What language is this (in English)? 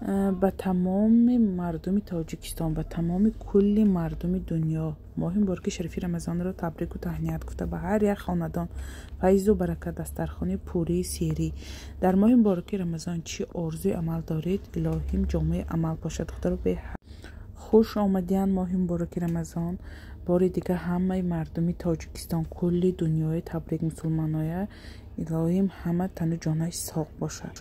Tajik